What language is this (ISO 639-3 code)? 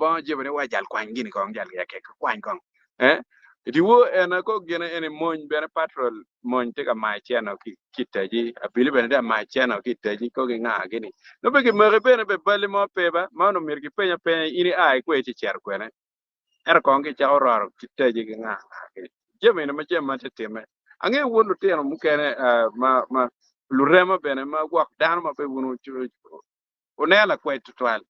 ach